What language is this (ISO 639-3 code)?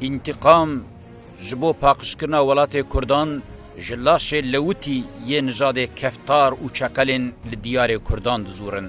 kur